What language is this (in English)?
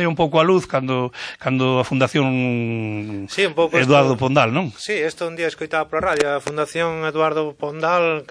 Galician